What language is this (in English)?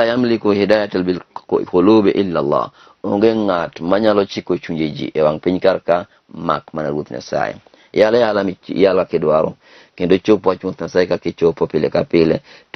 Luo (Kenya and Tanzania)